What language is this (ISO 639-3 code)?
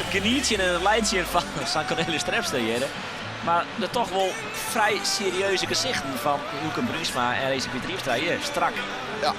fry